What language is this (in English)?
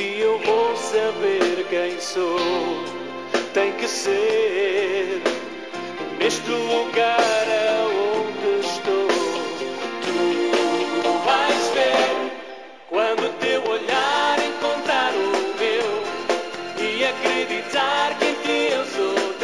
Portuguese